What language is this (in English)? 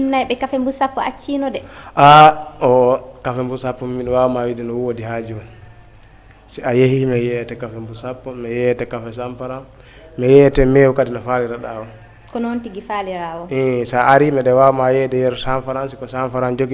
Fula